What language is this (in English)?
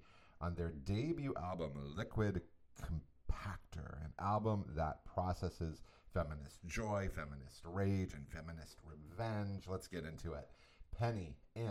English